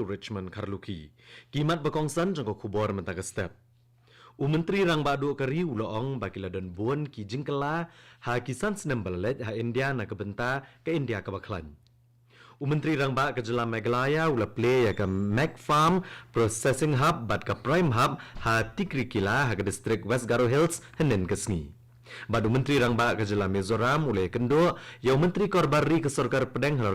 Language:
Khasi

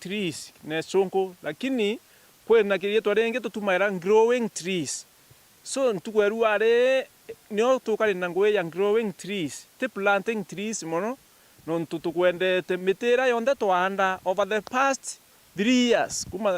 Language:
Meru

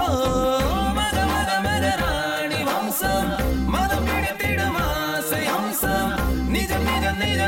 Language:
Tamil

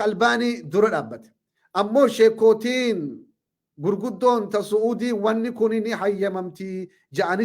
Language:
Oromo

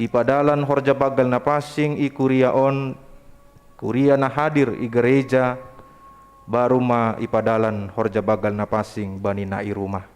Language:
Batak Simalungun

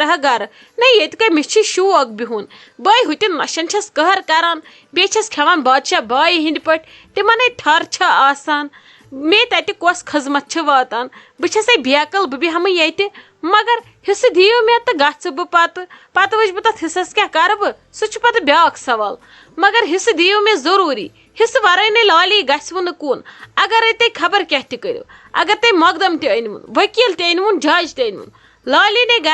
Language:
Kashmiri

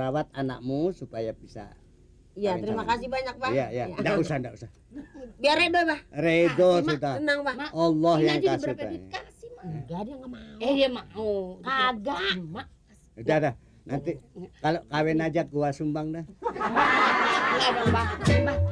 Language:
Betawi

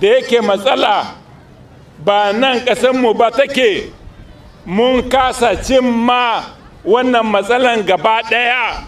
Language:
Hausa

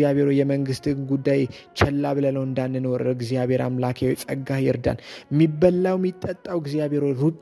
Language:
Amharic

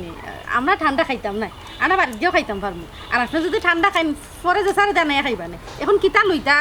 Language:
Sylheti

